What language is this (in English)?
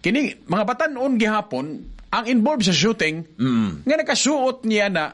Cebuano